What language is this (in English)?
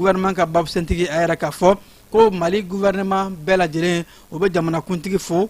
Bambara